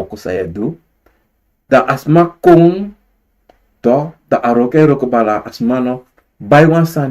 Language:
Sranan Tongo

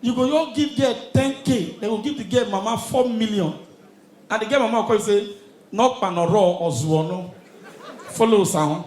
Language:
Nigerian Pidgin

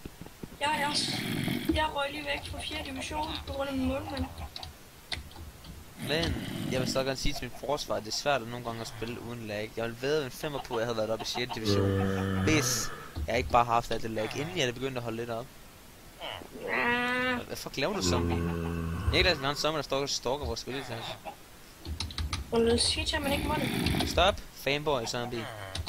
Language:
Danish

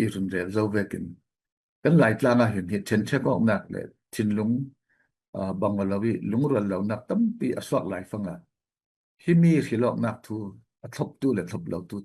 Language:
Falam Chin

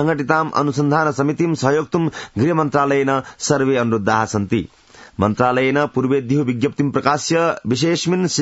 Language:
Sanskrit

